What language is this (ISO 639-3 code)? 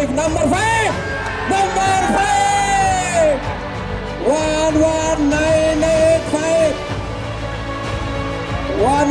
ben